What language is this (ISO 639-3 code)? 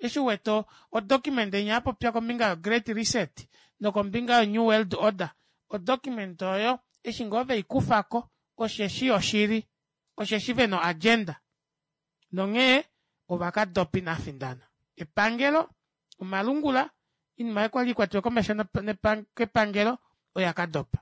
kua